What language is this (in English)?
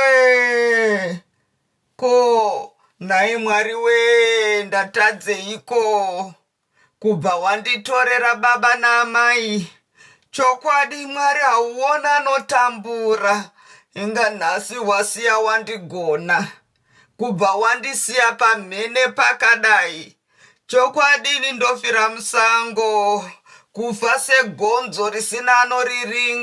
Shona